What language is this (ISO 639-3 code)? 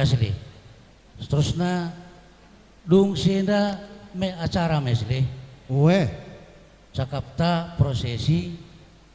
btx